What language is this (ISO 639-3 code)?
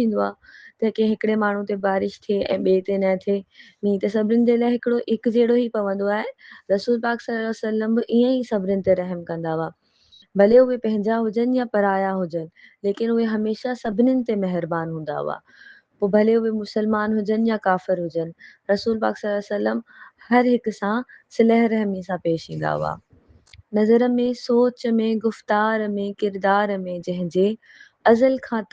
snd